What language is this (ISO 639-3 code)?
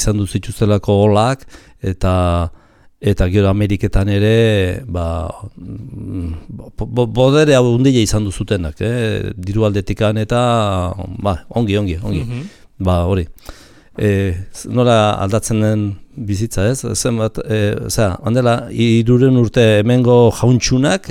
eus